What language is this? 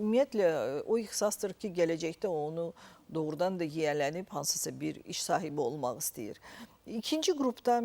Azerbaijani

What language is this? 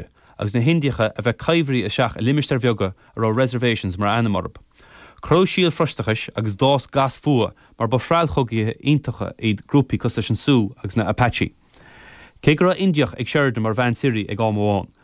Irish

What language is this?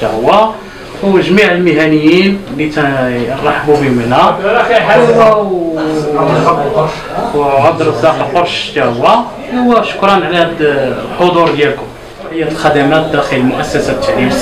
Moroccan Arabic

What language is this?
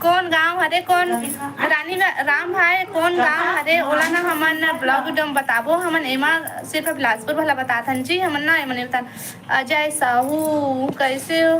Chhattisgarhi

